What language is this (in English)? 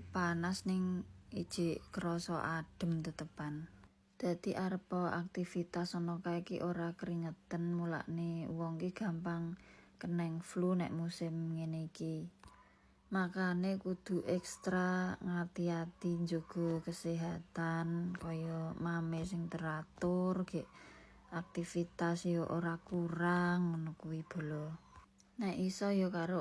Javanese